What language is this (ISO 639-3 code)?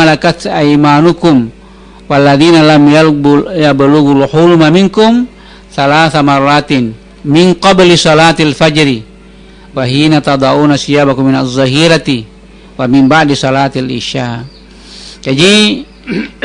bug